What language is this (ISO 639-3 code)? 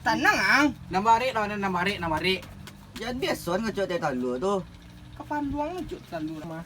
min